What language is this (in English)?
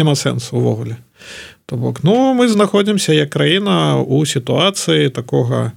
Belarusian